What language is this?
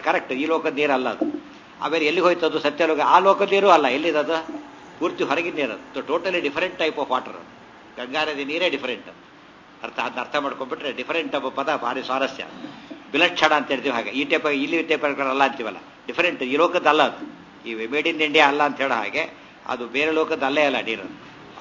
Kannada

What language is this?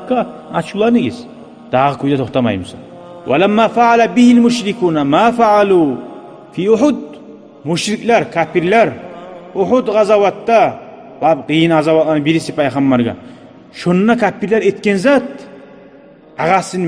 Kumyk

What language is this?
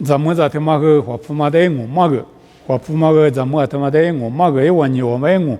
Lisu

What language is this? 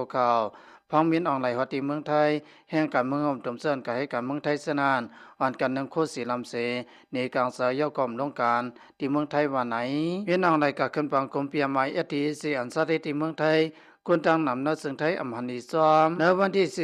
Lao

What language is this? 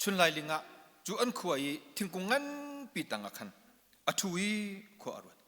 Hakha Chin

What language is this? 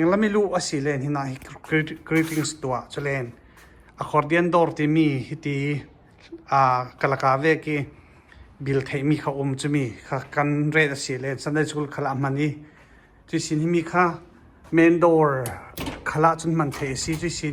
Falam Chin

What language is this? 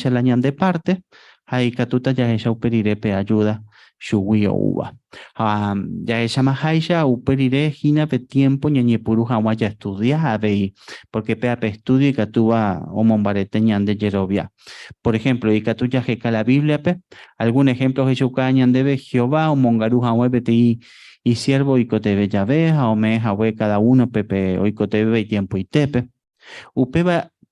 Guarani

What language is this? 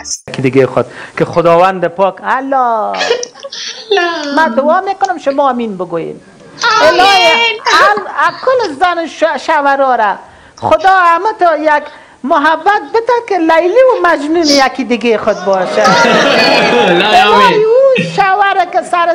Persian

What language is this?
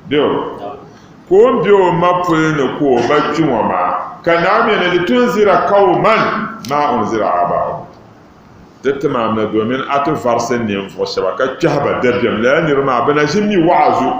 Dagbani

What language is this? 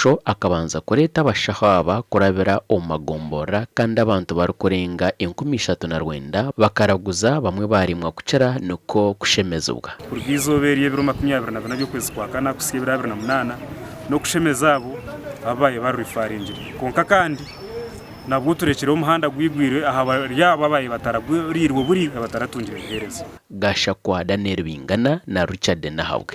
Nyankole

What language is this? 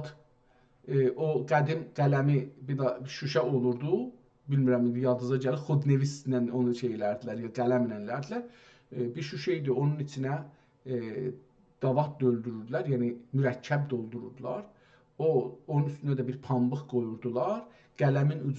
South Azerbaijani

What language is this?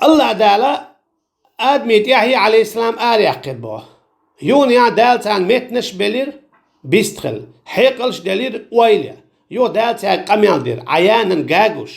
Chechen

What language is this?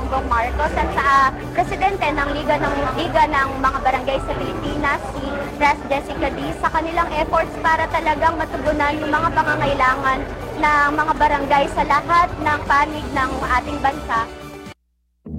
Filipino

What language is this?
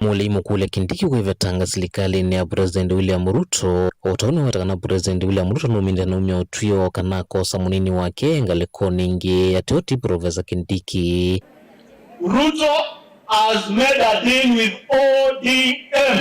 Kamba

